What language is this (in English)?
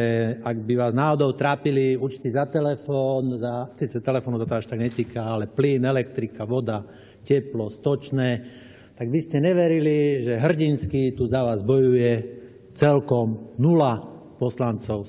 Slovak